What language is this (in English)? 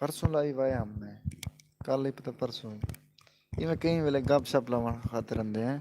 Saraiki